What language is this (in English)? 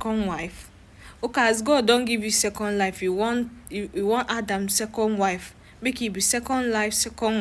Nigerian Pidgin